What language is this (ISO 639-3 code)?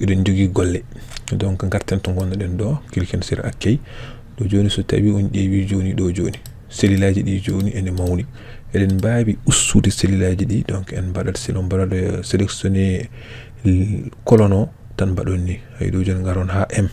ful